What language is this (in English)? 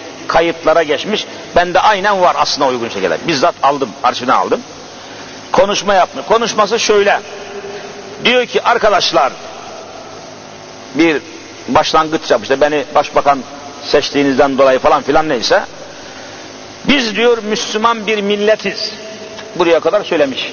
Turkish